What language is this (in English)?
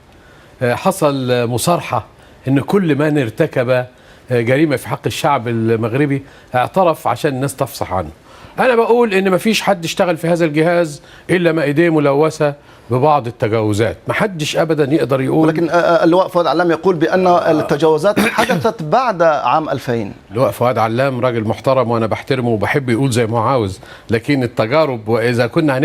Egyptian Arabic